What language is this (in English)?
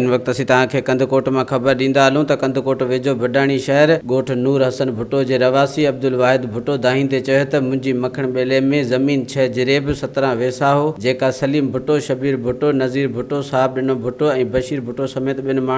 Sindhi